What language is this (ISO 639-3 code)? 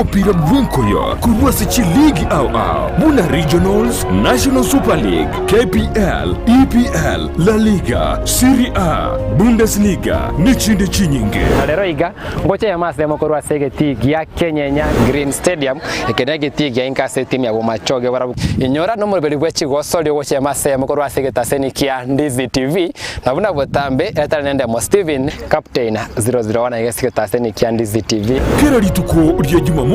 guz